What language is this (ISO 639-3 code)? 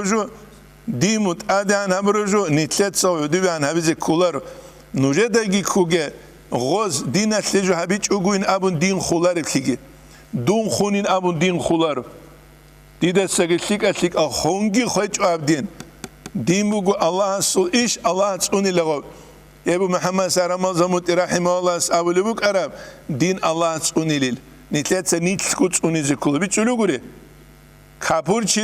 ava